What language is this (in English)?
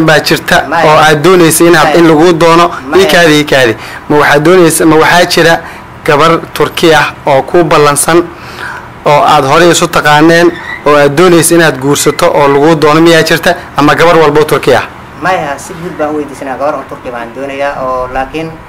Somali